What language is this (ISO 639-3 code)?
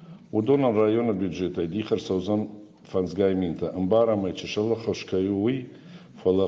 oss